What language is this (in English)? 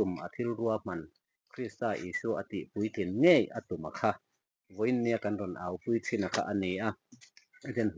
Mizo